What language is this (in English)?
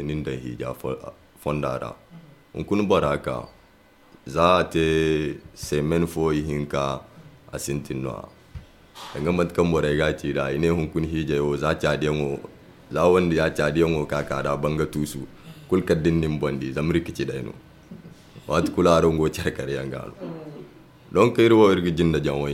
Zarma